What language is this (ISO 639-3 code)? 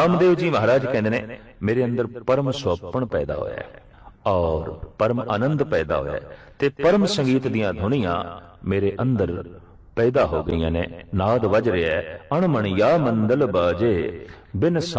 pan